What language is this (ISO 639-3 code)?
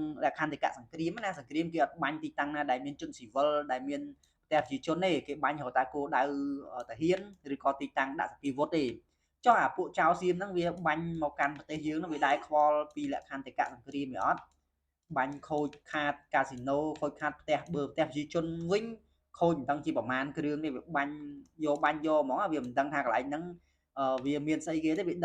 khm